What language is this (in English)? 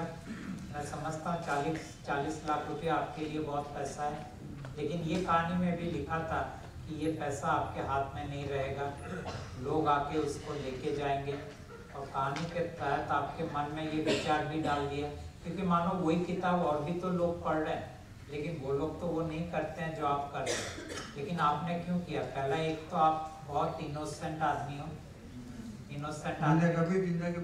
Hindi